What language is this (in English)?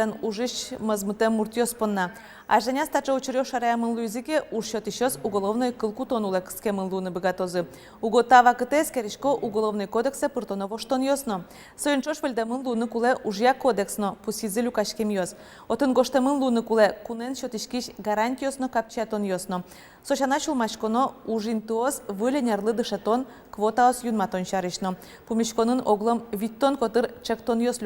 Udmurt